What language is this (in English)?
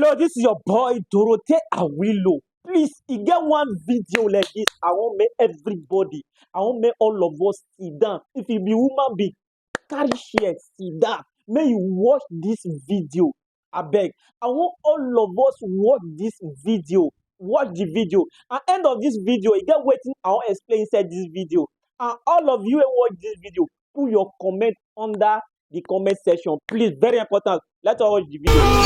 Nigerian Pidgin